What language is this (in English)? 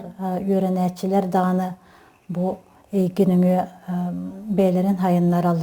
Yakut